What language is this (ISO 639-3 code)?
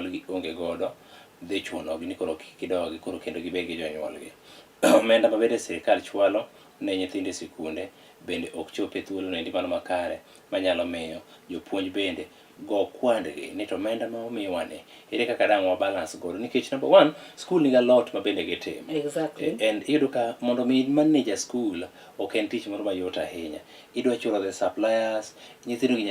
luo